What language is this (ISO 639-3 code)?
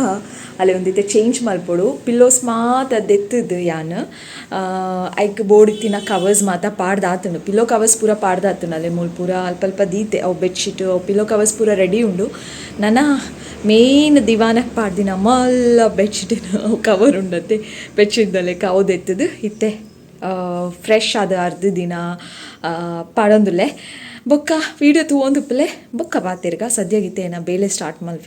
tcy